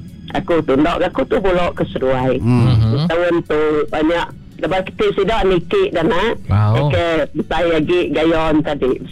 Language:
Iban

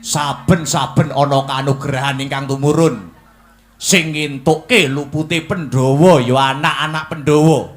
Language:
Javanese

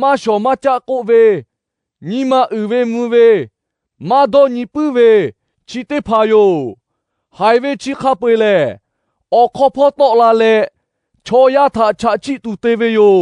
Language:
Lahu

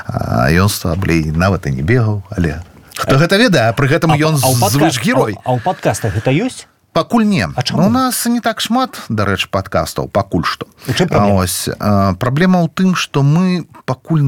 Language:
Belarusian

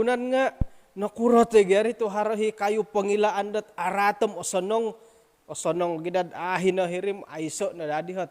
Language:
Central Dusun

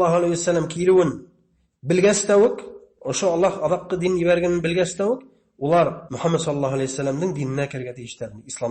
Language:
Bashkir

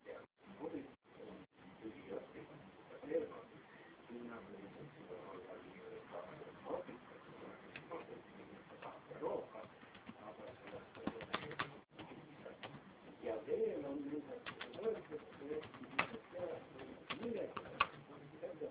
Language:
Estonian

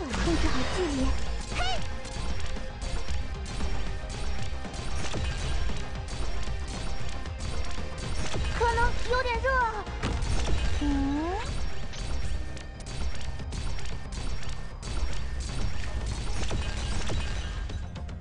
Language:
Chinese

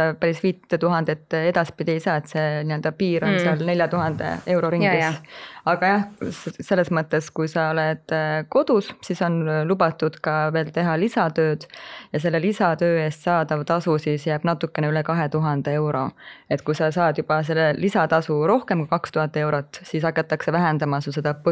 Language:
Estonian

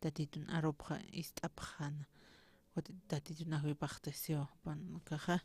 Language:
Aymara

